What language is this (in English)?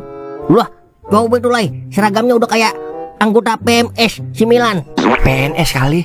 Betawi